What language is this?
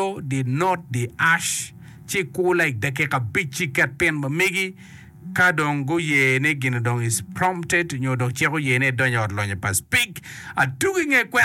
Acoli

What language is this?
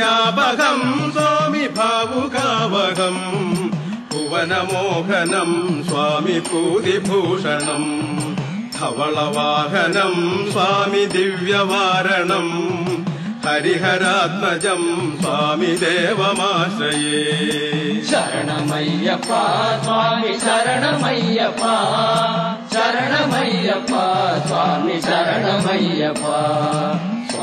Malayalam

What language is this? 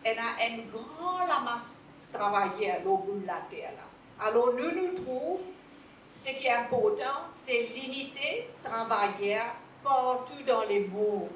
Morisyen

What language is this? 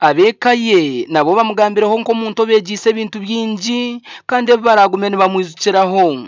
Nyankole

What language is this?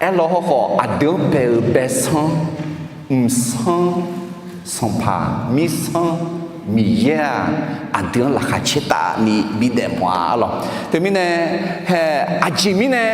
Akha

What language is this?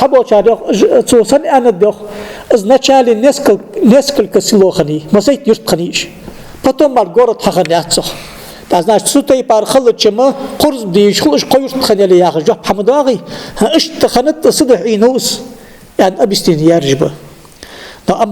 Ingush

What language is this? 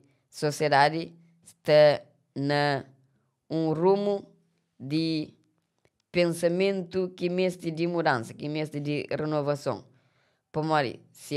Kabuverdianu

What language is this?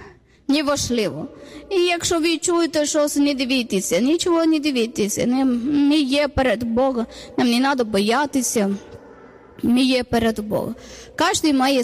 Ukrainian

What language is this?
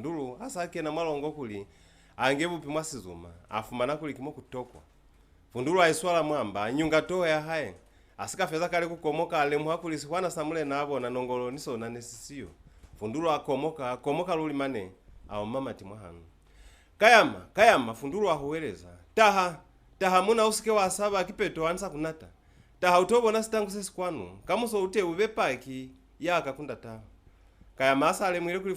Lozi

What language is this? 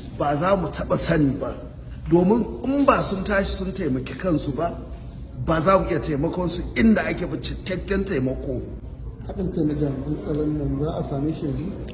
Hausa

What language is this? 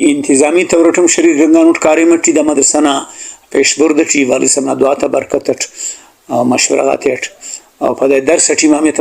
Brahui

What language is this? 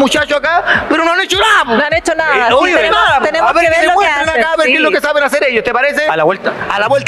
Spanish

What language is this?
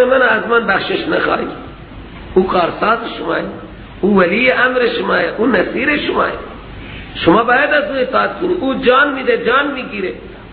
Persian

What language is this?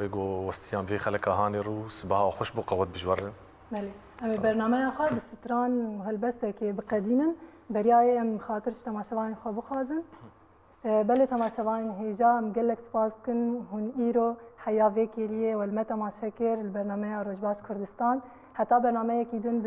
Kurdish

